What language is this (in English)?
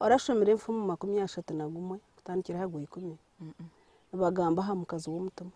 Nyankole